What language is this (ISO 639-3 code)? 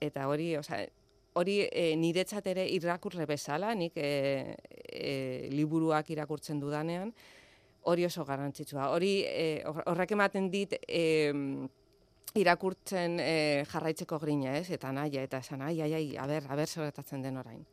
eus